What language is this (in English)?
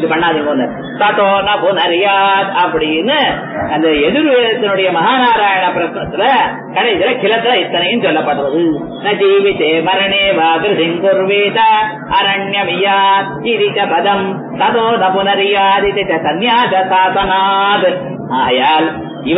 Tamil